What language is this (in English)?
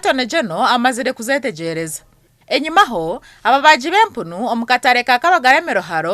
Nyankole